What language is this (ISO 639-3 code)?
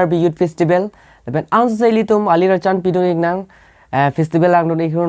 mjw